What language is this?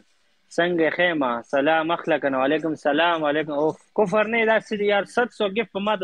Pashto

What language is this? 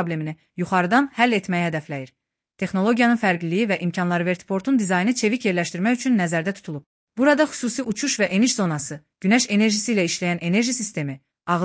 Azerbaijani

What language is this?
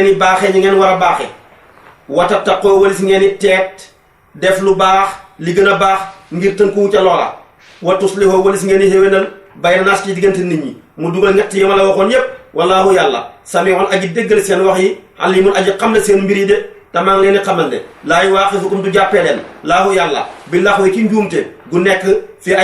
Wolof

